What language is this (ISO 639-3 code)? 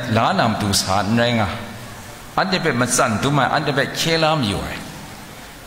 kac